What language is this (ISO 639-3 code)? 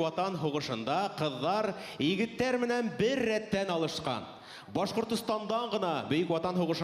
bak